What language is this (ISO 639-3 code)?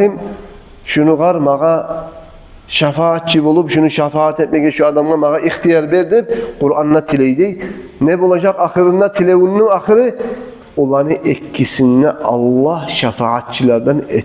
kum